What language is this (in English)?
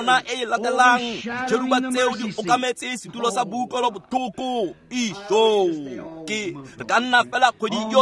Tswana